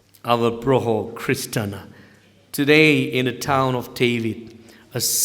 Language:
Tangkhul Naga (India)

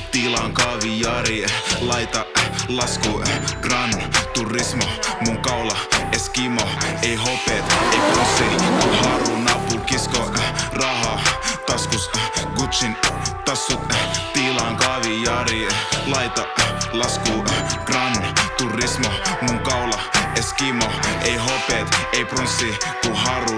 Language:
Finnish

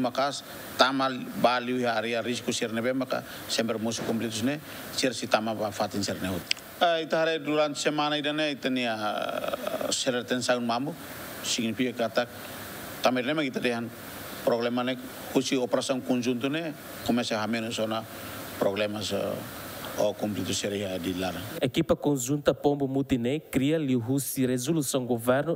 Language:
Tetum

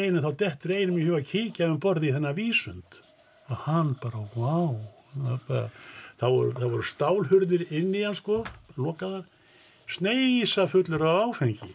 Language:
Icelandic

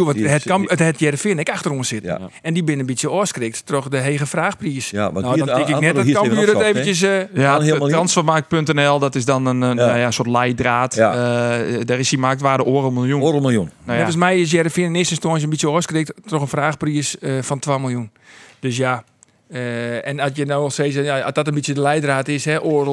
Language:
Western Frisian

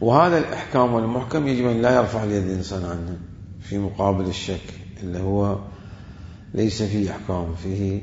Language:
Mesopotamian Arabic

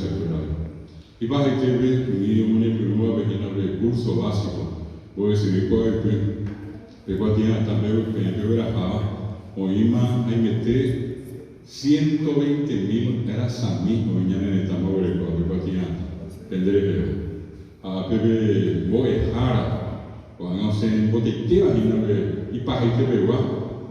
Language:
Guarani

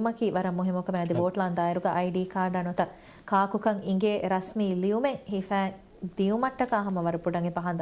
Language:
Divehi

